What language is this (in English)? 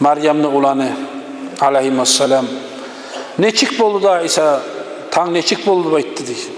Kumyk